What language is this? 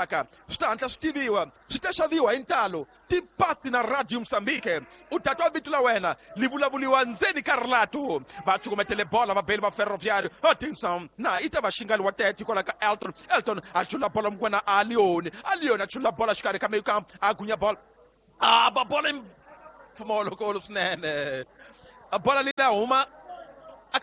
Tsonga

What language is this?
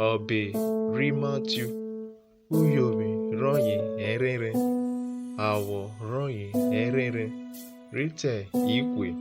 Urhobo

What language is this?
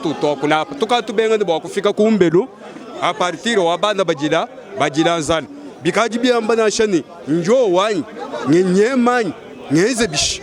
Luba-Lulua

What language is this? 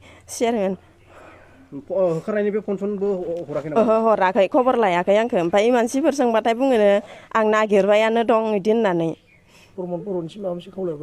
Bodo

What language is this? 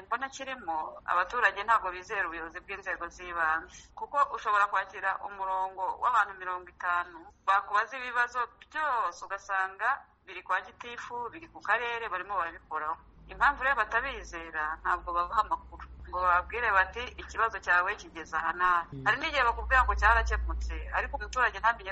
Kinyarwanda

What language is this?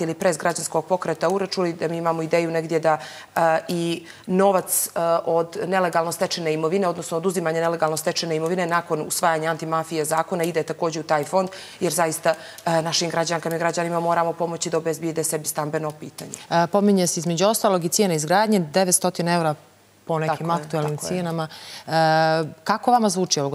Serbian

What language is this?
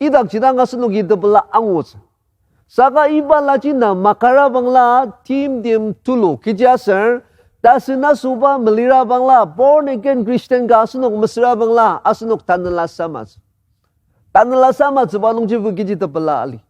Ao Naga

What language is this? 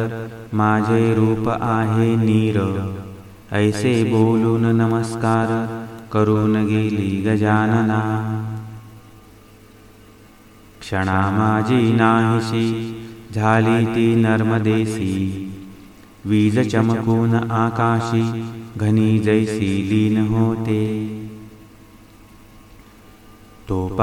Marathi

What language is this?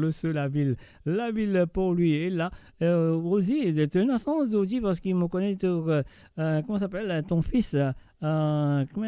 Morisyen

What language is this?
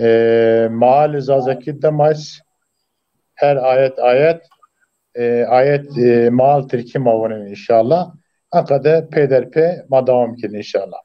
Zaza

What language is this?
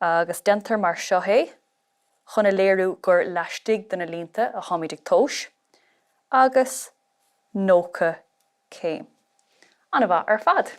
Irish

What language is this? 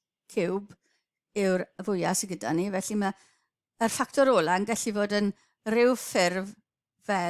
Welsh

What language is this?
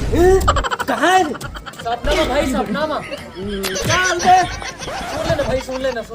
Chhattisgarhi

